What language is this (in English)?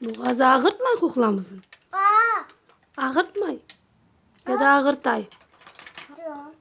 Crimean Tatar